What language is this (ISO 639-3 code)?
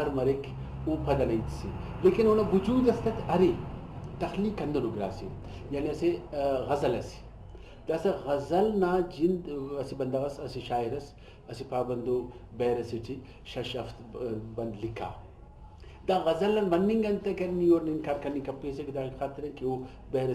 brh